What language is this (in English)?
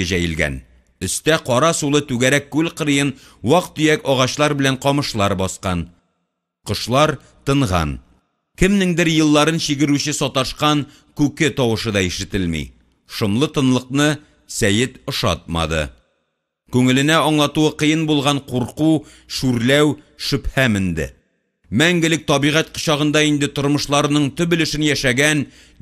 Tatar